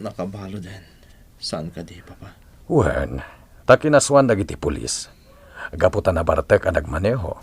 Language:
Iloko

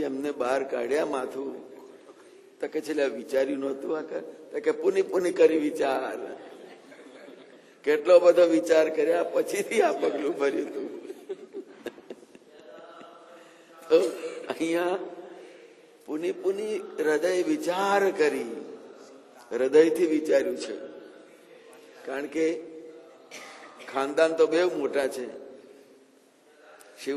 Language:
Gujarati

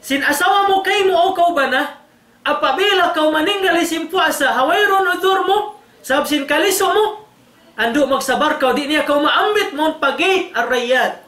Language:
Tausug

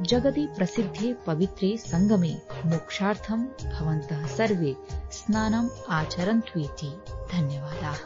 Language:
Sanskrit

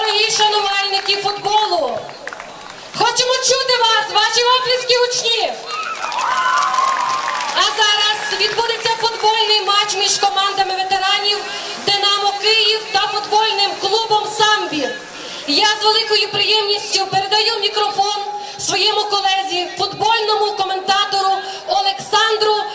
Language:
Ukrainian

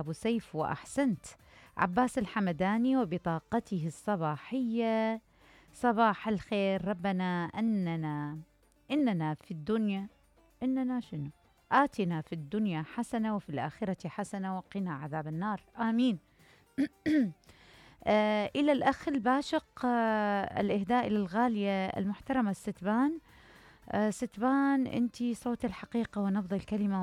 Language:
Mesopotamian Arabic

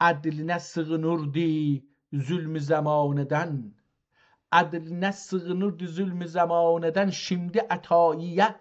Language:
South Azerbaijani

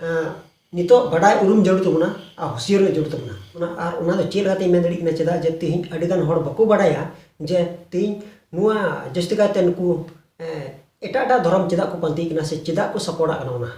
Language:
Santali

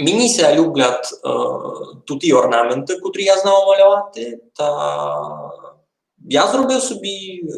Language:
Rusyn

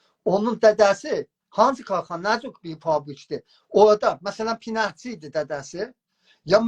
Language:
South Azerbaijani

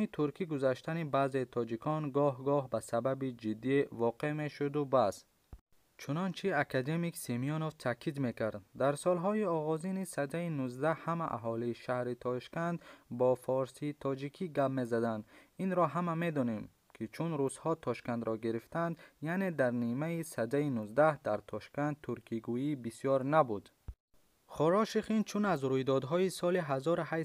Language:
Tajik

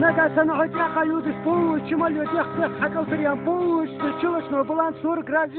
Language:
Ingush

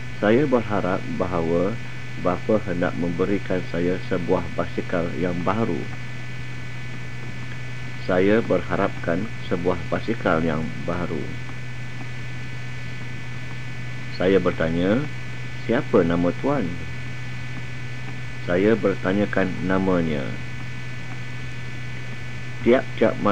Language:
Malay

